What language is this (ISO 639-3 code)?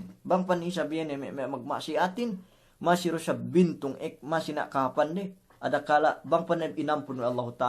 yka